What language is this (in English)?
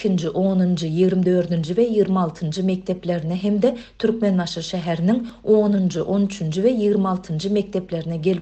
Turkmen